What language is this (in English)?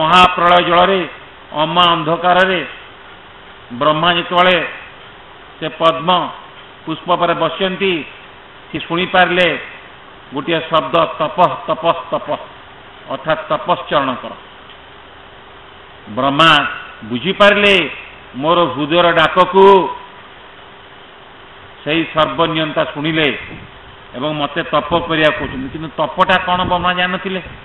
Odia